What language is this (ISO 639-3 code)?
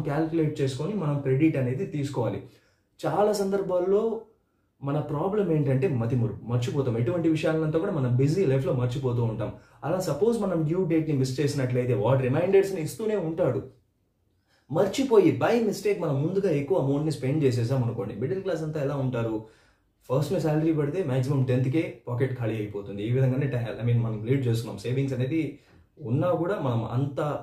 tel